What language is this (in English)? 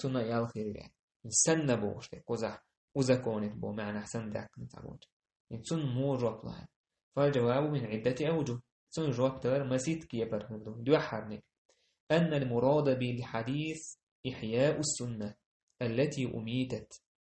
Chechen